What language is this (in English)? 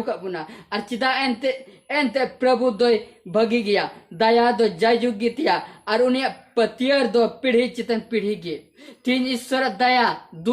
Santali